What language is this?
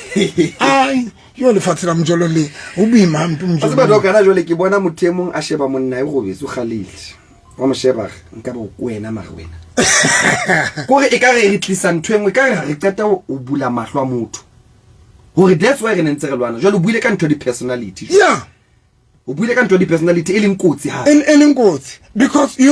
Southern Sotho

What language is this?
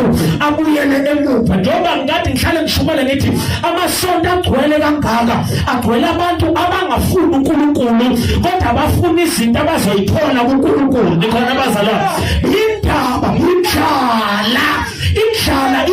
Zulu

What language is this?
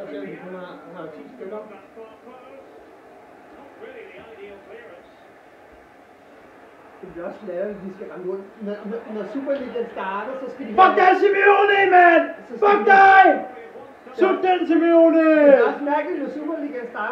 Danish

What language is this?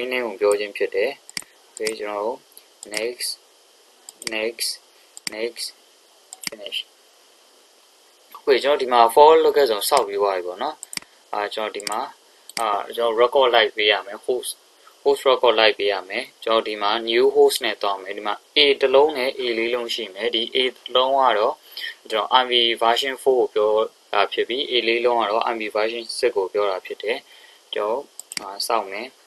Burmese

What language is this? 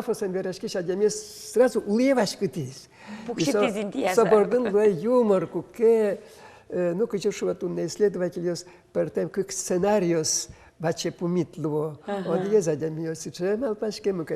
Udmurt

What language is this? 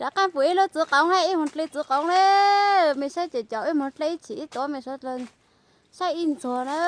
Hmong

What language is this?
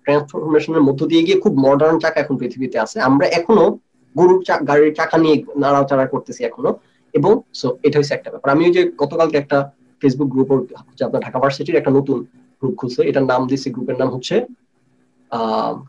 Bangla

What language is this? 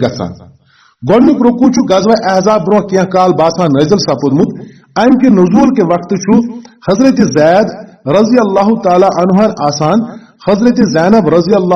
Kashmiri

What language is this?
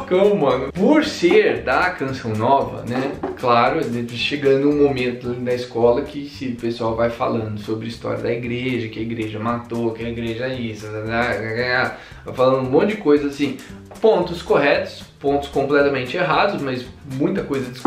Portuguese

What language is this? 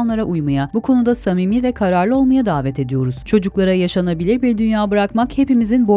Turkish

